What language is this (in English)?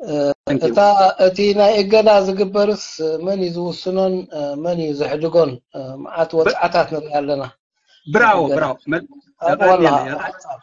Tigrinya